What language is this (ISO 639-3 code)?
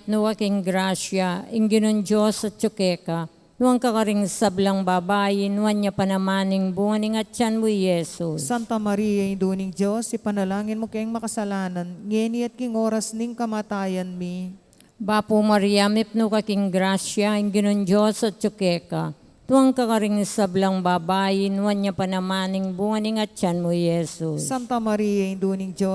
pam